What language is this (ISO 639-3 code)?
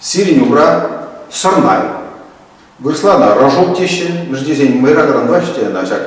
chv